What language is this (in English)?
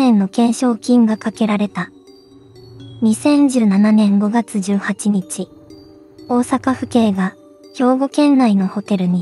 Japanese